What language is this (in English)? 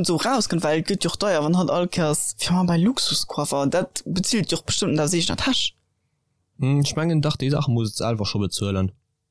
Luxembourgish